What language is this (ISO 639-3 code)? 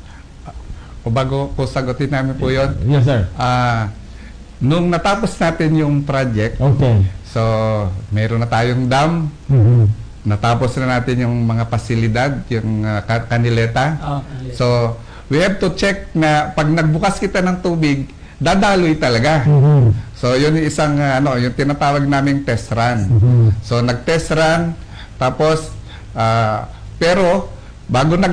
fil